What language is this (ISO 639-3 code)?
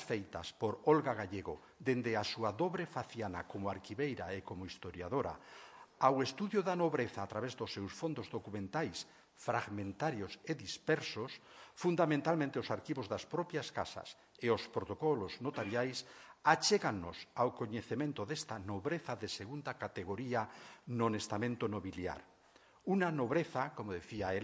glg